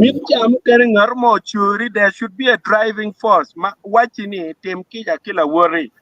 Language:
Acoli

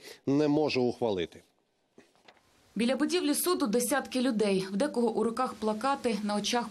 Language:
Ukrainian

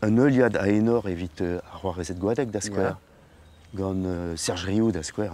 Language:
Breton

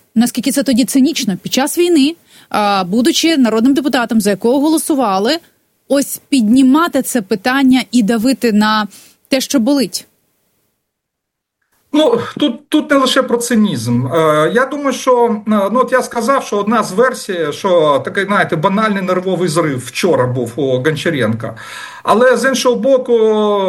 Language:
Ukrainian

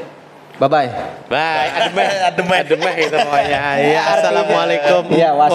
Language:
Banjar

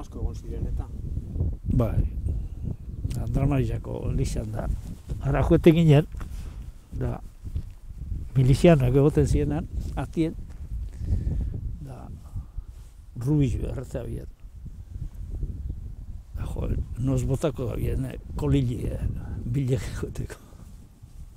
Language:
Basque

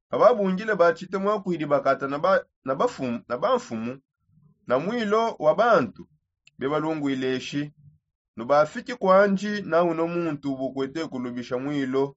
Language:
Songe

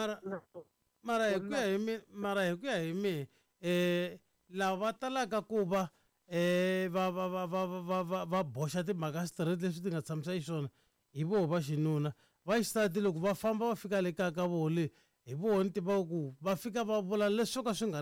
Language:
Tsonga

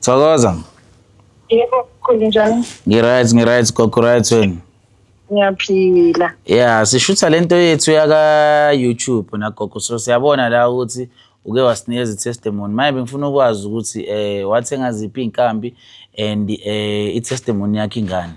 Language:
Zulu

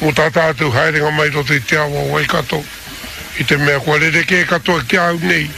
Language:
Māori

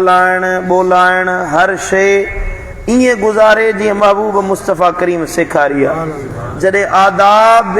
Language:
Sindhi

